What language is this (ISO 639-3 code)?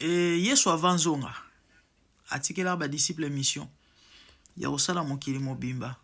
lin